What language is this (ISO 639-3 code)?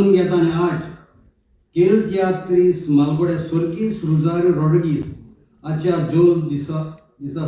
kok